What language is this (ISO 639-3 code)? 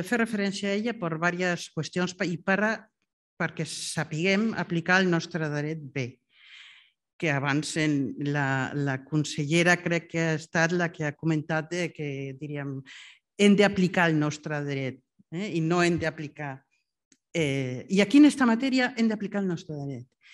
cat